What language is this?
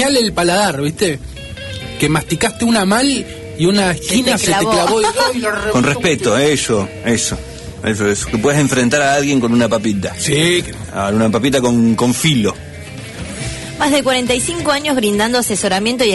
Spanish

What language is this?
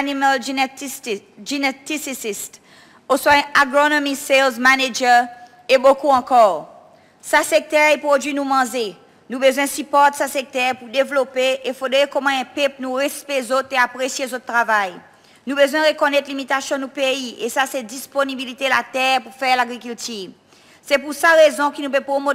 Seselwa Creole French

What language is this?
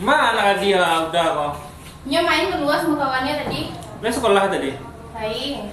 Minangkabau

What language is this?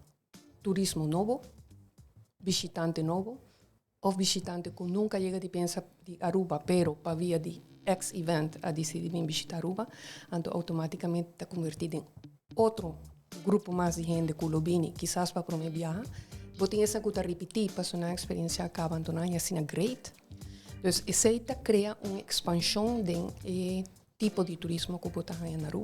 Papiamento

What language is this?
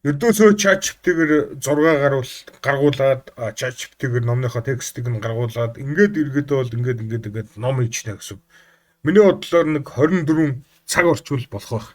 Mongolian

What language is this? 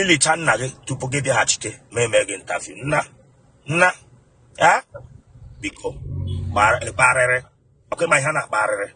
Igbo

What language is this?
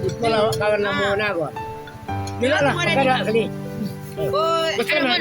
Minangkabau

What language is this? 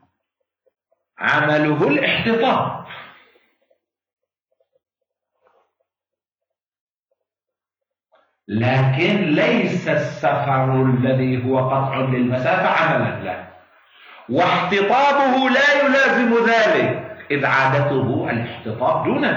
Arabic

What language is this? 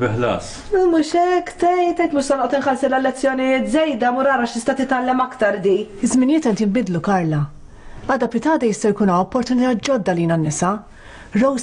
Maltese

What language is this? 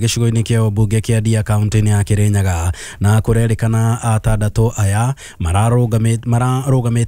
Kikuyu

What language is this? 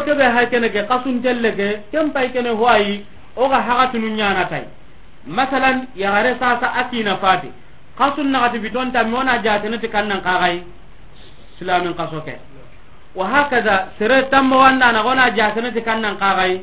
Soninke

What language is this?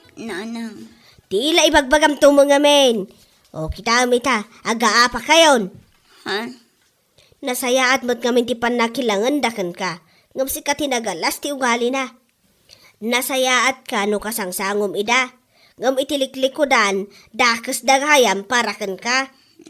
Iloko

